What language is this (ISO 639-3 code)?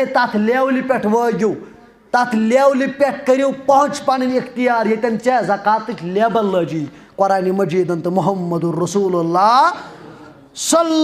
kas